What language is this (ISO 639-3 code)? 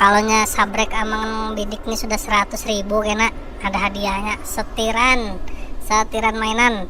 bjn